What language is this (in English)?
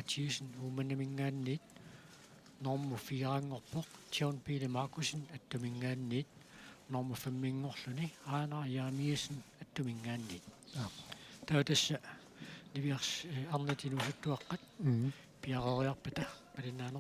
Kalaallisut